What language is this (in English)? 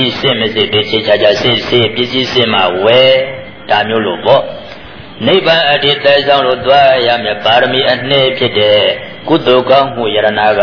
Burmese